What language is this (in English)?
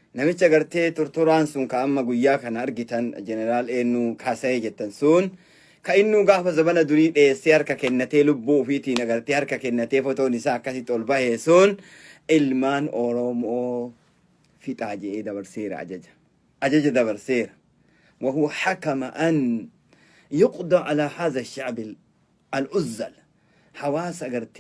Oromo